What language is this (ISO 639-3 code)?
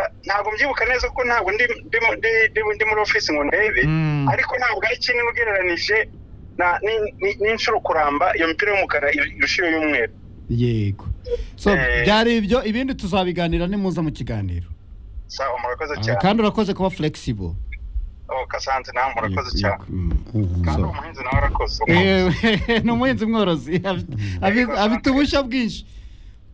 kin